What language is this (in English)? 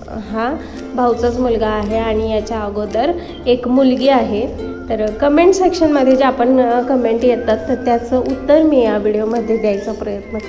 Marathi